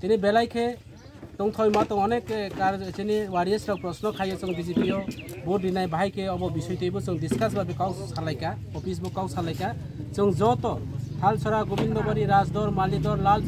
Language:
Kok Borok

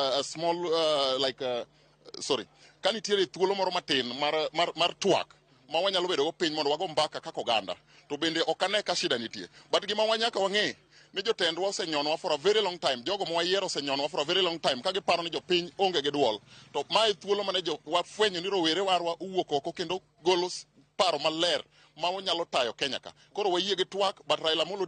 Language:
Luo (Kenya and Tanzania)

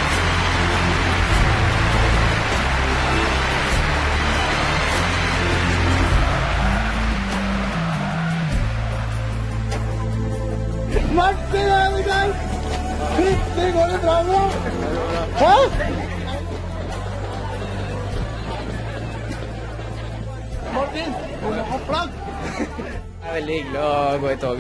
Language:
Norwegian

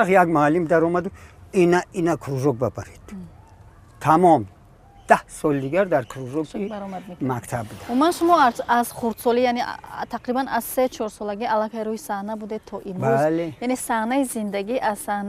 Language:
Tajik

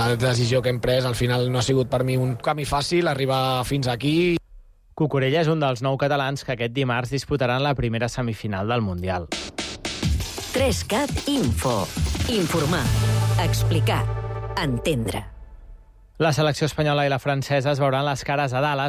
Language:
Catalan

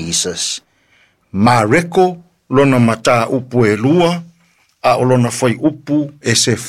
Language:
Samoan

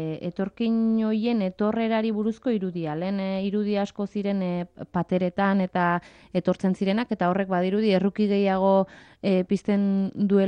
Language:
Basque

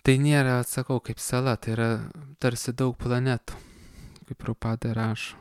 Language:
Lithuanian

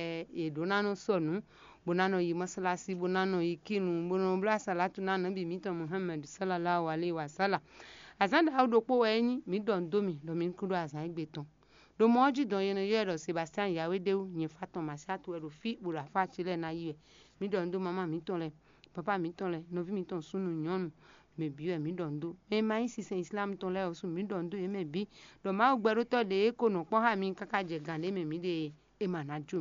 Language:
Fon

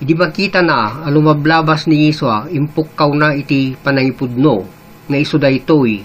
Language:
Iloko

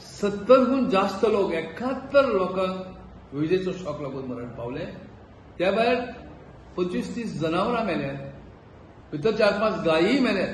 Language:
Konkani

